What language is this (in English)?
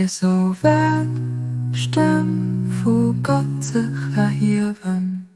Luxembourgish